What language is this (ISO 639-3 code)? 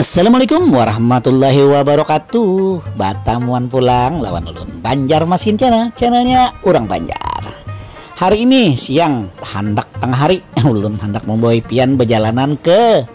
bjn